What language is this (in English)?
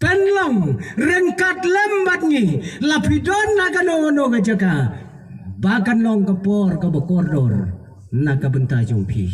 Khasi